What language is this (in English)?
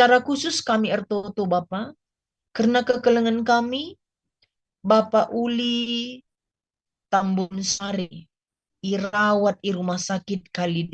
Batak Karo